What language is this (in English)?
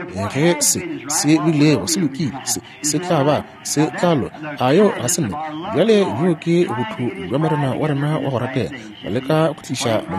Northern Sotho